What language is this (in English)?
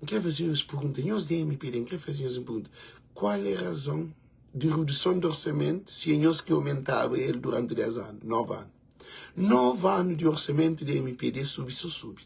Kabuverdianu